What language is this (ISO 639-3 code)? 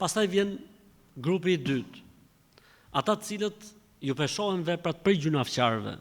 sqi